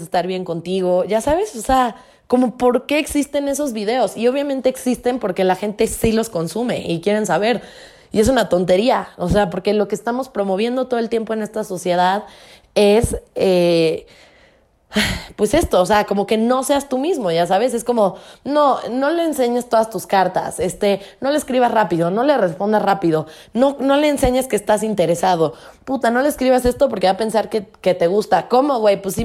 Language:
Spanish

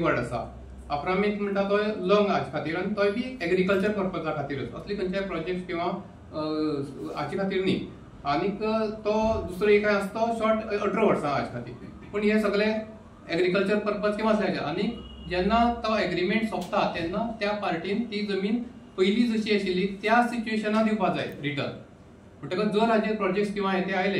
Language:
Konkani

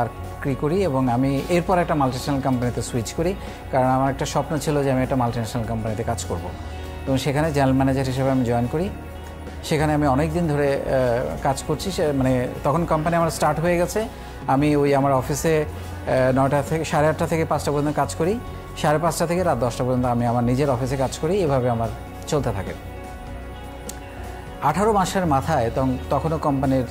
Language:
Bangla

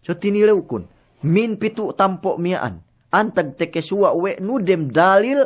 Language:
Yakan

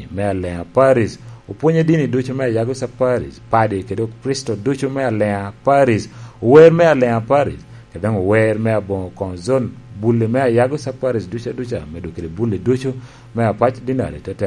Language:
Lango (Uganda)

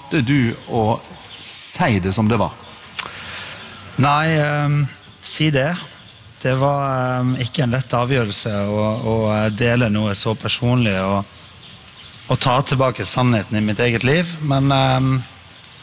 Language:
Norwegian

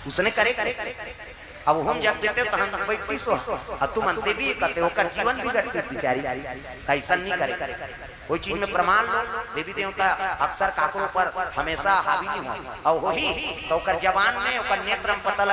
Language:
Chhattisgarhi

